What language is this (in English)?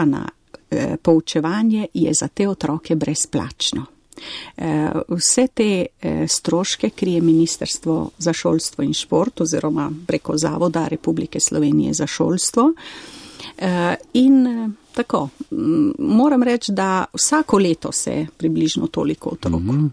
Slovenian